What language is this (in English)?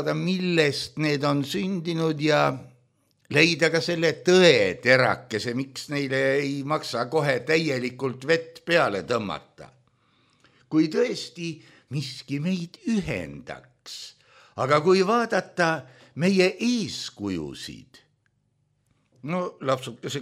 Estonian